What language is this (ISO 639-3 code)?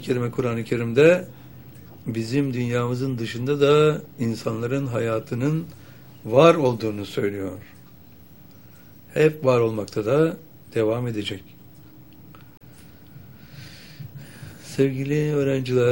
tur